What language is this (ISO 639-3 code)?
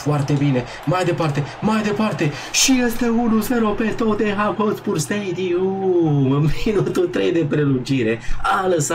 ron